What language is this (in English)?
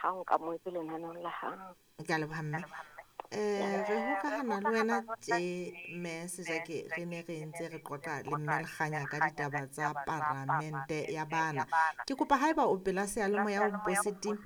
Southern Sotho